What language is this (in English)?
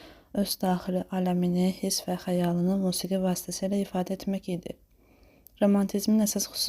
Azerbaijani